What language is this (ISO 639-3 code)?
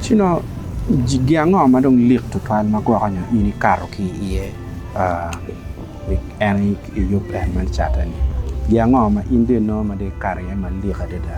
ach